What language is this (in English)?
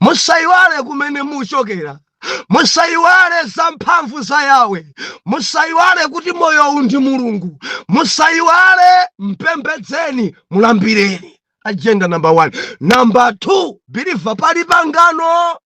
Nyanja